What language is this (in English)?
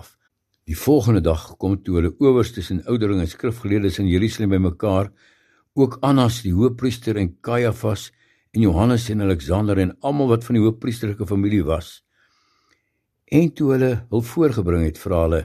Afrikaans